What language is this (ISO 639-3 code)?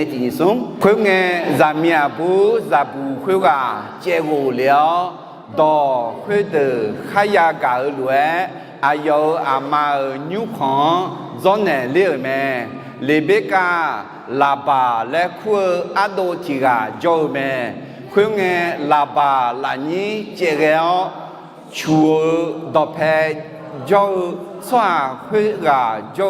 ahk